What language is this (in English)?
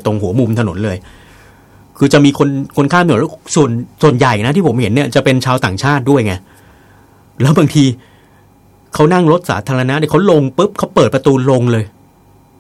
Thai